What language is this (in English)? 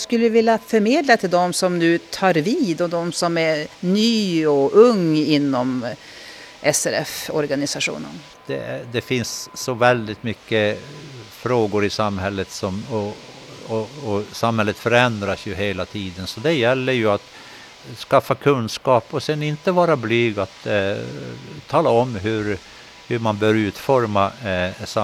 Swedish